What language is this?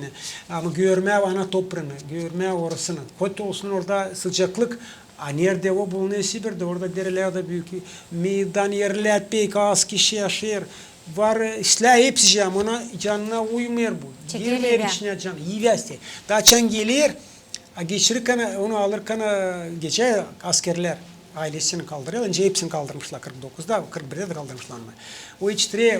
Gagauz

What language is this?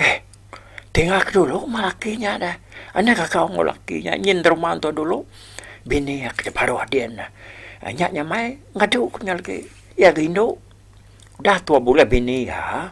Iban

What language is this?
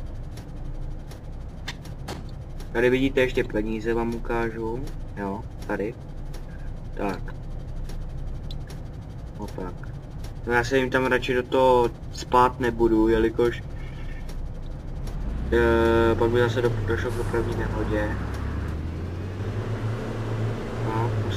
Czech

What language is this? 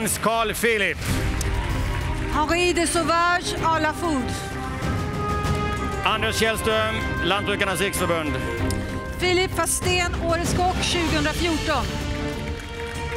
Swedish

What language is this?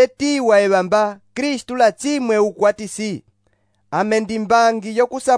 Umbundu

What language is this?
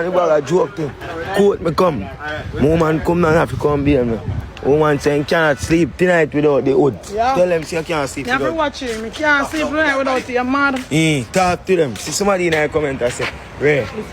Jamaican Creole English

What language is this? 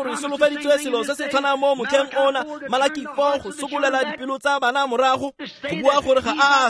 Tswana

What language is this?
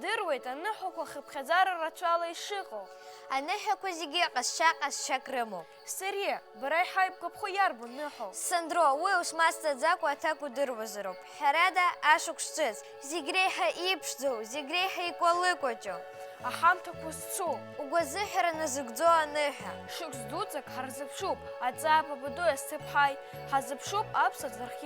Abkhazian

